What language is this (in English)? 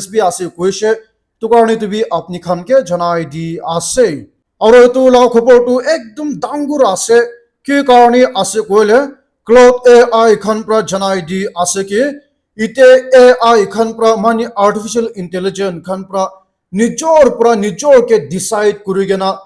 Naga Pidgin